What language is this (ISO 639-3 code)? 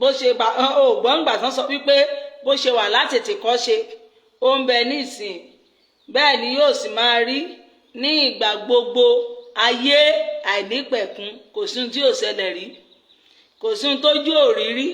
yor